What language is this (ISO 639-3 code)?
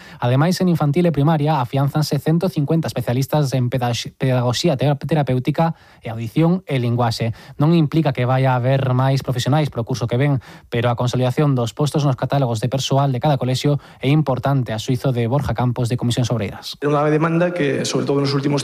glg